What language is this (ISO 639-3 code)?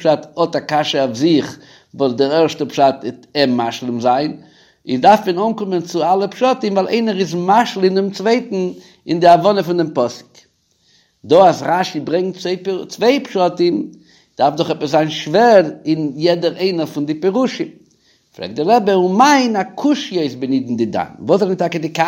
yid